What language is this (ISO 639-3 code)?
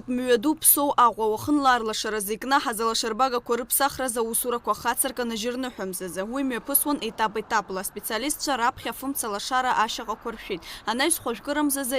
abk